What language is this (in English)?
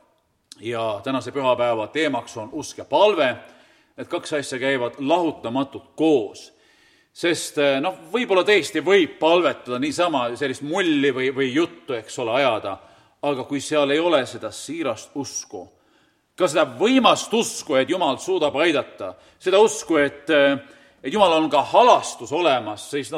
Estonian